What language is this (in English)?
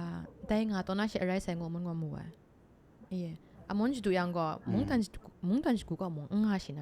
Kachin